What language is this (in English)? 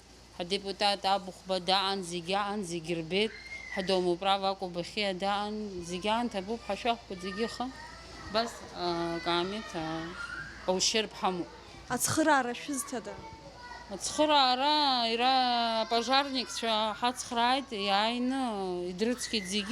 Abkhazian